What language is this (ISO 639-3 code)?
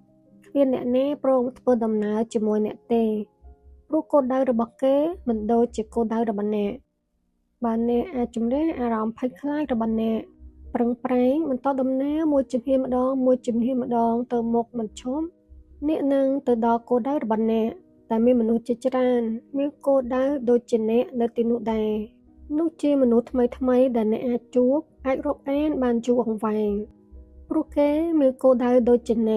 khm